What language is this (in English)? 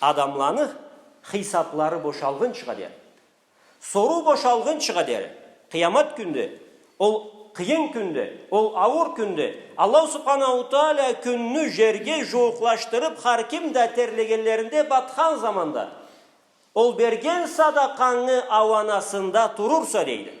Karachay-Balkar